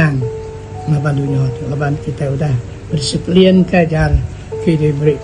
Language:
Iban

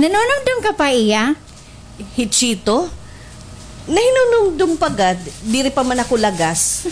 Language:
Waray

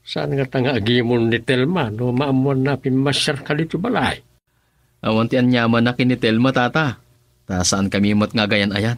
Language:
Iloko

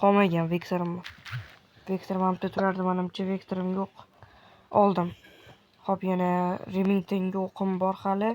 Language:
Uzbek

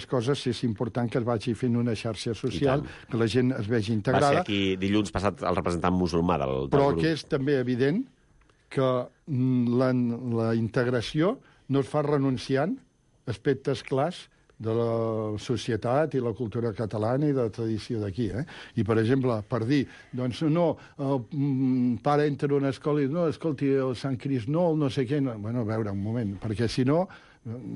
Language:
Catalan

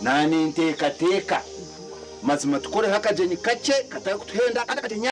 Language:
Nyankole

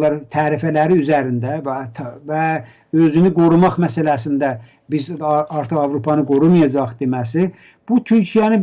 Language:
Azerbaijani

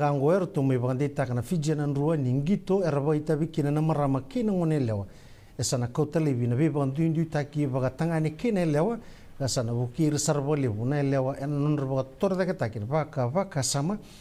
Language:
Fijian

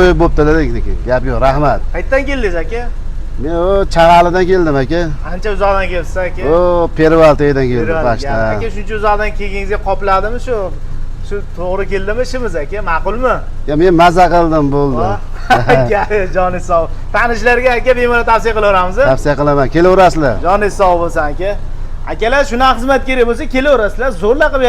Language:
Uzbek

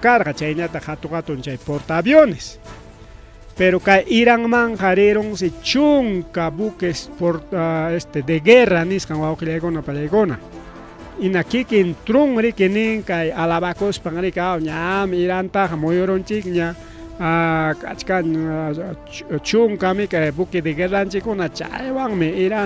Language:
Ayacucho Quechua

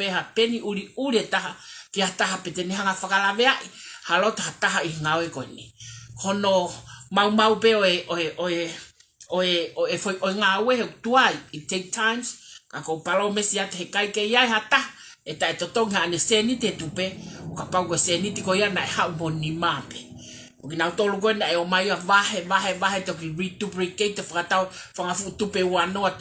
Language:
Tongan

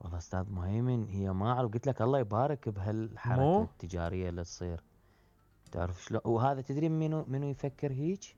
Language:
Mesopotamian Arabic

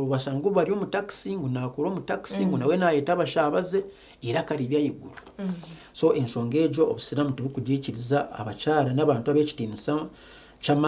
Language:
Nyankole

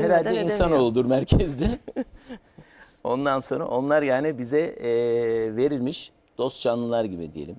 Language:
Turkish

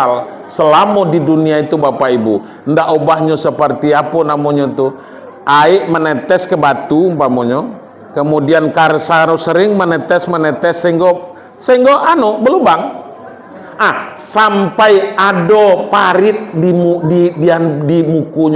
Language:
Minangkabau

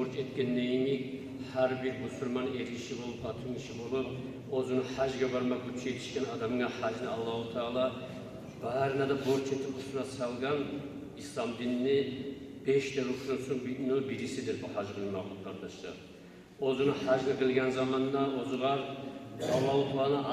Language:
Kumyk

